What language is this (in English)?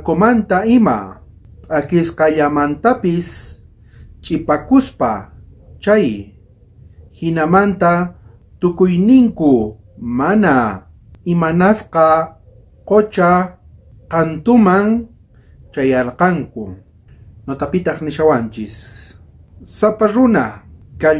South Bolivian Quechua